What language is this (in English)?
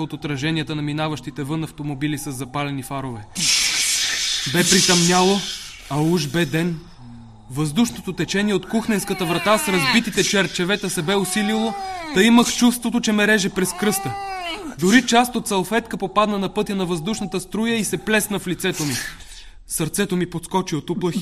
Bulgarian